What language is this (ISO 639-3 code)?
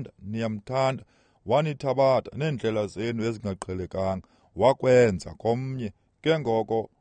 xho